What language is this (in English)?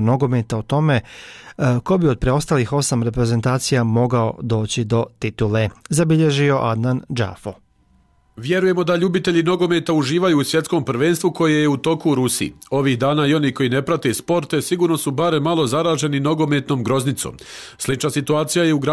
Bosnian